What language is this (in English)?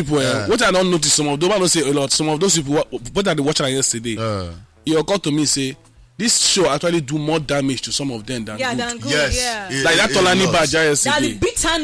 Nigerian Pidgin